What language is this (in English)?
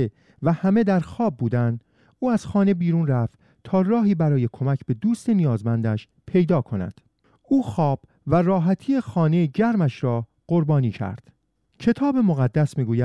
Persian